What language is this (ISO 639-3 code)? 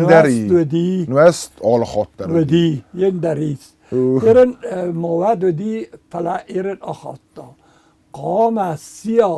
oss